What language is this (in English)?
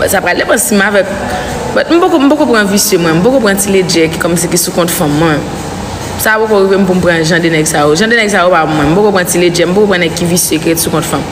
Haitian Creole